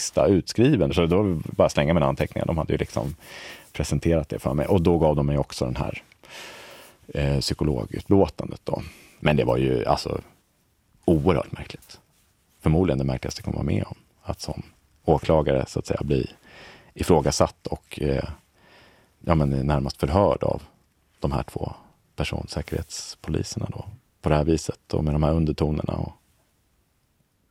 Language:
Swedish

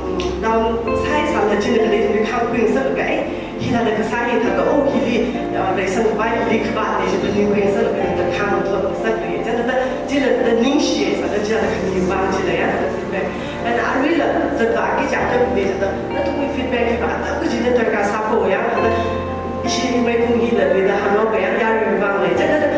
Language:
Tangkhul Naga (India)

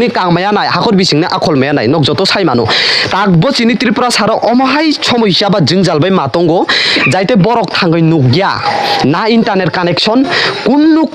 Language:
Kok Borok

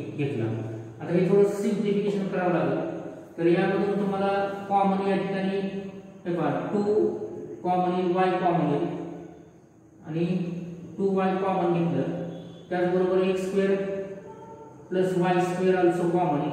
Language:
Marathi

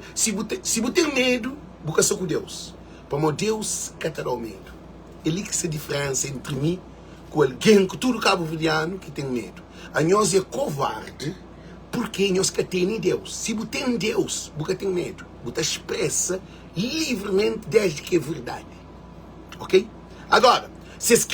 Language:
Kabuverdianu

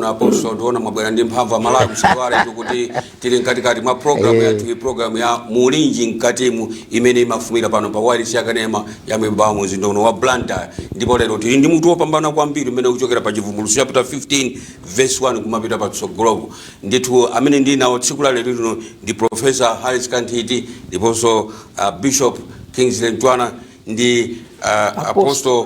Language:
Nyanja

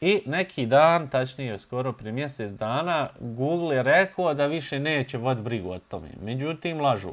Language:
Bosnian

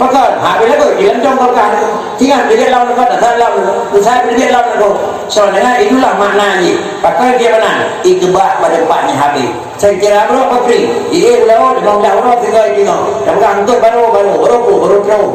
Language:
Achinese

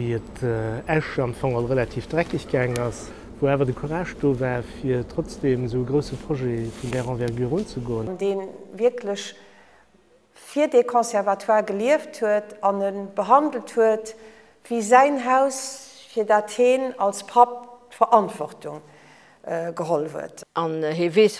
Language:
Luxembourgish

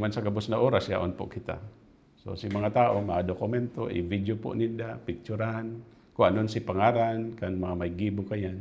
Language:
Bikol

